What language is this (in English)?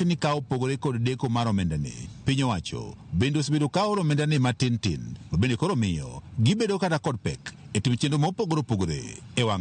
Luo (Kenya and Tanzania)